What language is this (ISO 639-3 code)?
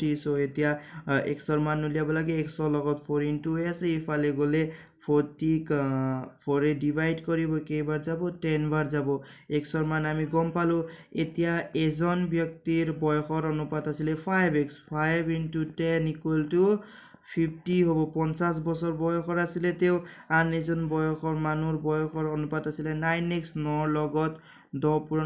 asm